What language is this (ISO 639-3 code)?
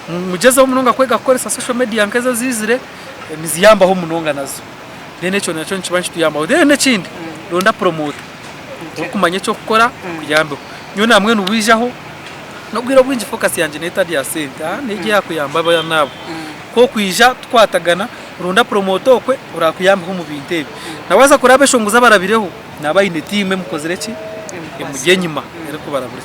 nyn